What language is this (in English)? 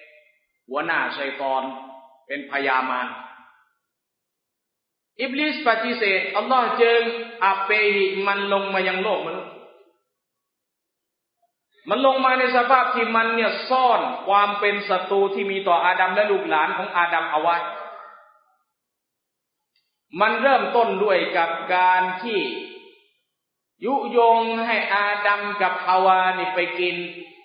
Thai